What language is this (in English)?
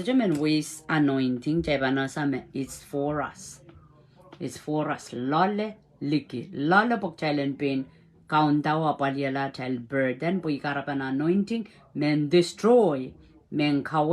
Pohnpeian